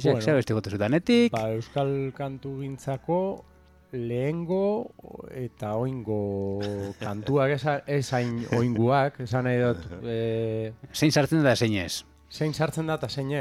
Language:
Basque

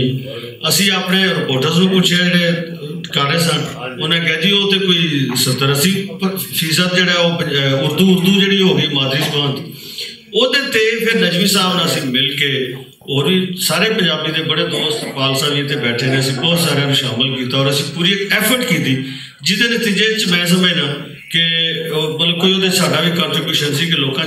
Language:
Western Panjabi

